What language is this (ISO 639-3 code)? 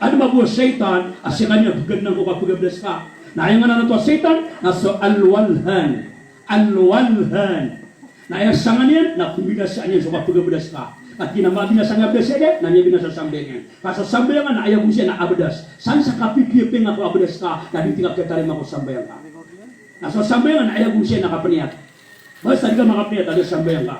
mrw